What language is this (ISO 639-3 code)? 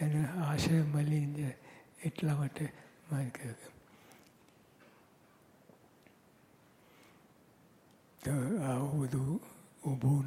guj